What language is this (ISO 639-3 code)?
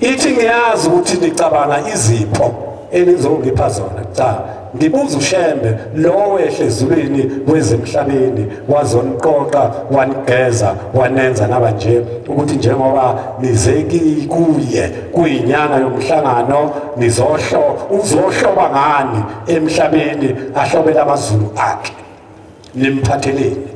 zul